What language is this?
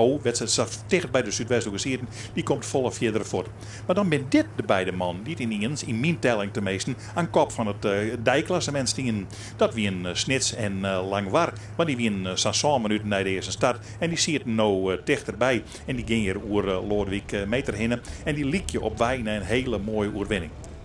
Western Frisian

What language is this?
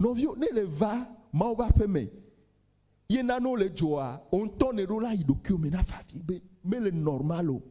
Ewe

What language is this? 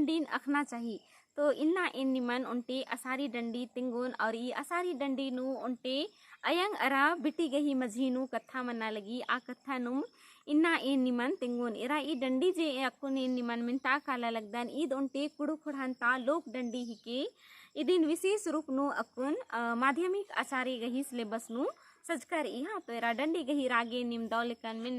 Kurukh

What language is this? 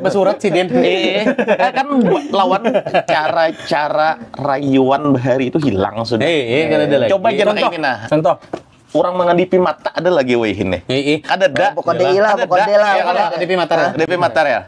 Banjar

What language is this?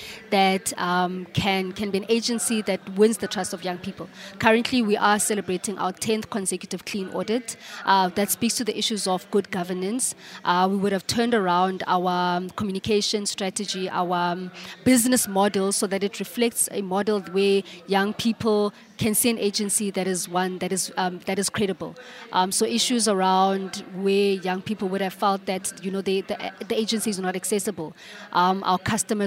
English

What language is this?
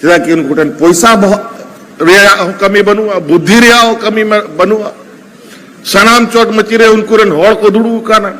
Santali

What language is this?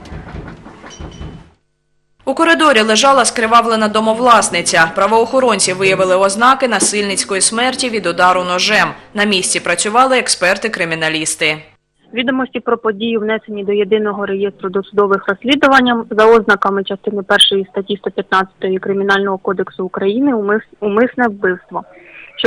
Ukrainian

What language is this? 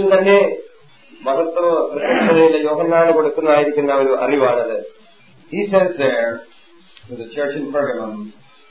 Malayalam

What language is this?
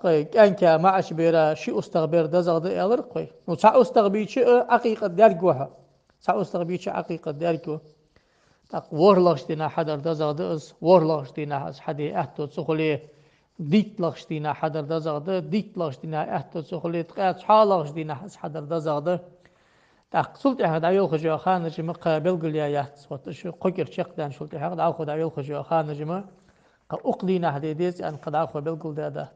Ingush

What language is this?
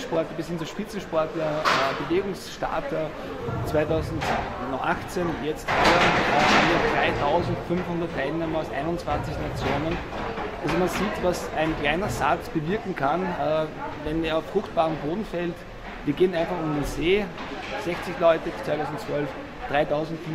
German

